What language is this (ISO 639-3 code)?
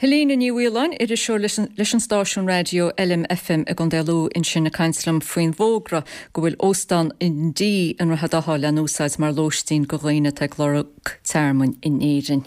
gle